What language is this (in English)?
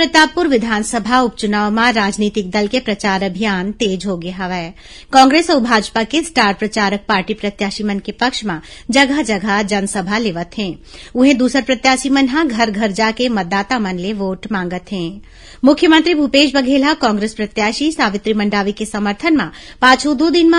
Chhattisgarhi